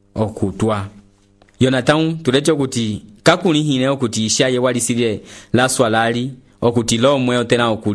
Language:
Umbundu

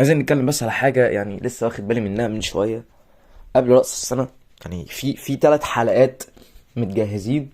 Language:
Egyptian Arabic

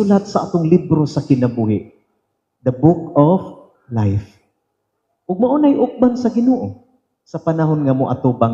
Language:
Cebuano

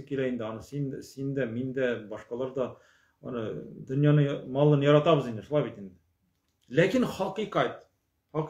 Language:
Tatar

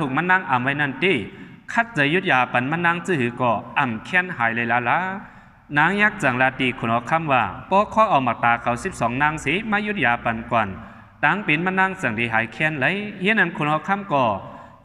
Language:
Shan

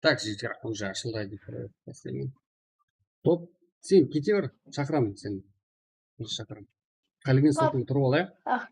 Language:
Kara-Kalpak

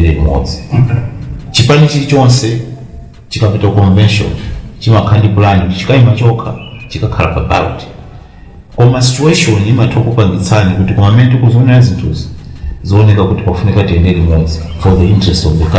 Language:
Nyanja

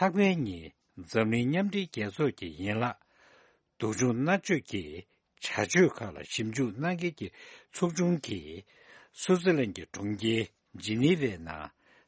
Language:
Tibetan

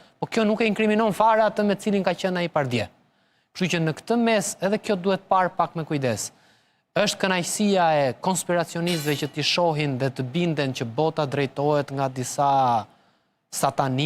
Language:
Albanian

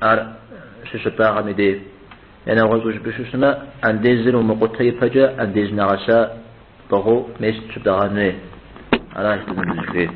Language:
Kabardian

